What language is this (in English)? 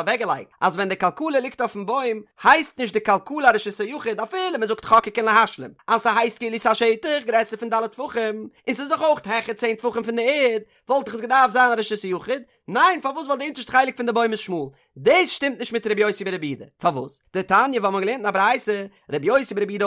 Yiddish